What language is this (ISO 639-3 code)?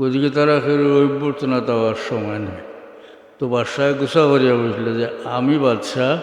syl